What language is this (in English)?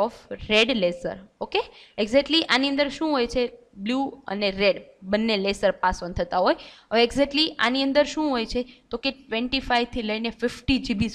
Gujarati